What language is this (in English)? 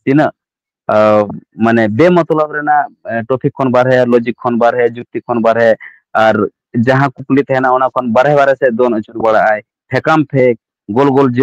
Santali